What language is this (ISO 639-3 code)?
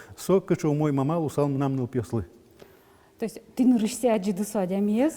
udm